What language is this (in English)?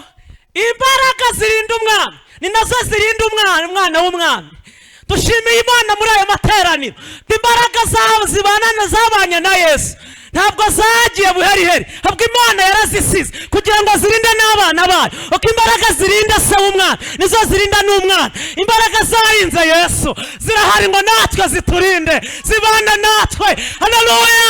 Kinyarwanda